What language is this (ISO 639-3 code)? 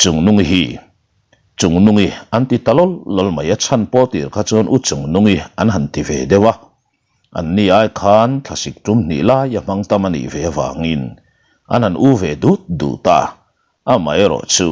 lus